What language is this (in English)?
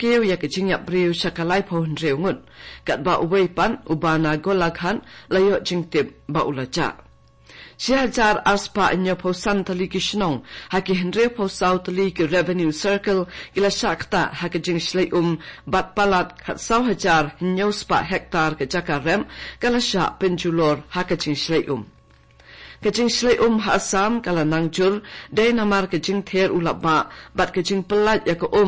Khasi